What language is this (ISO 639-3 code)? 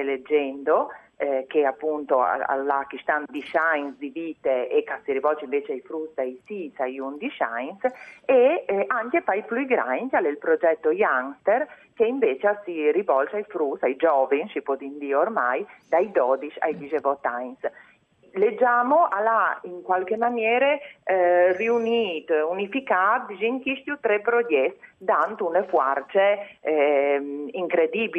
fur